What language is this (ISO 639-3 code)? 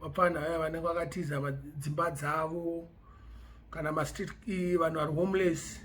sna